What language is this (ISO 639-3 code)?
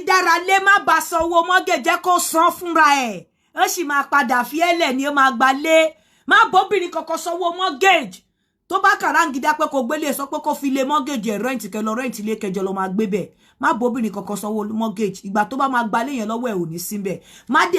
yor